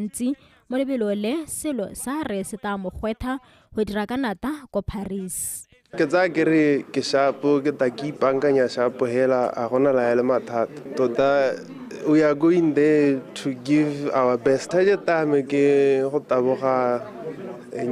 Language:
Tswana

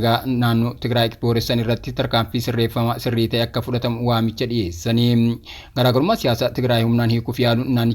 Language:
Oromo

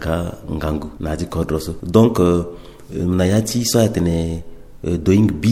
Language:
Sango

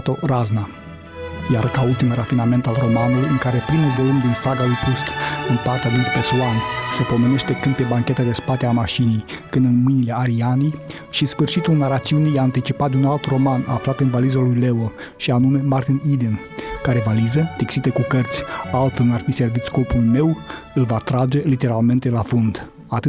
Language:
Romanian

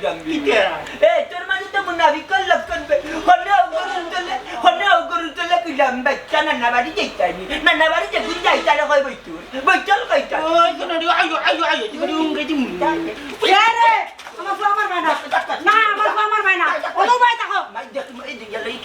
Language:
Sylheti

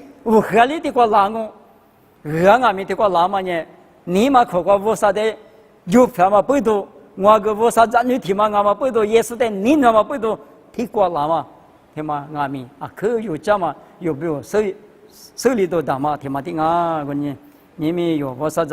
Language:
Lisu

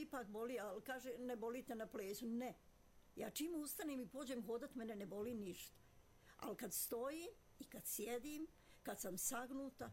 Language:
Croatian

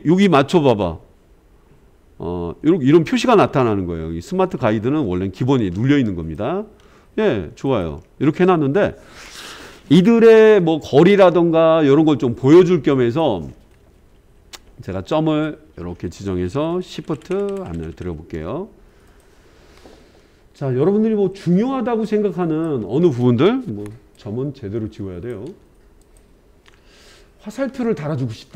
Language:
Korean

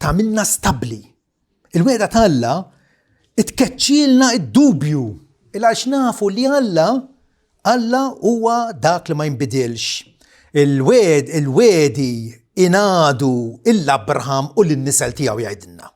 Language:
Maltese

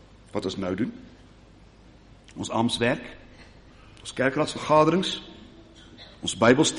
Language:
Afrikaans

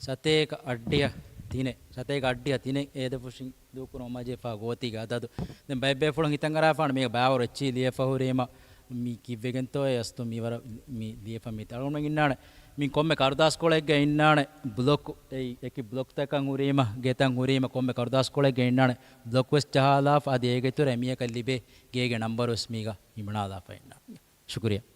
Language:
Divehi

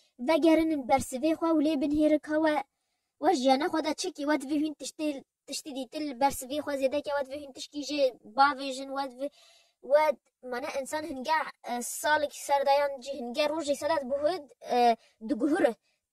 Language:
Kurdish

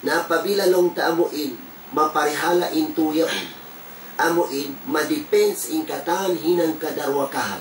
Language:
Tausug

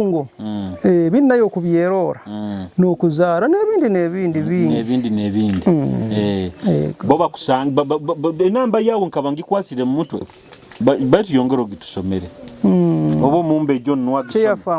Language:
Nyoro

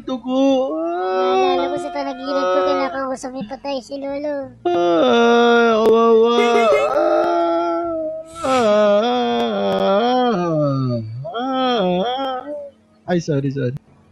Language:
Filipino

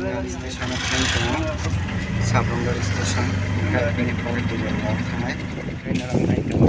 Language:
Kok Borok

